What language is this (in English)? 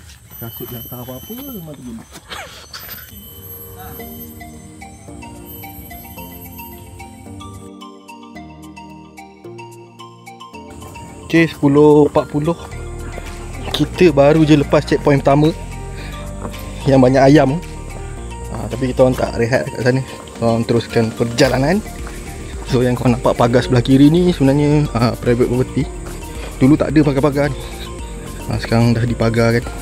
Malay